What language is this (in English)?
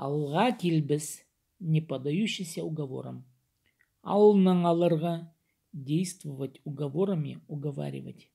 Khakas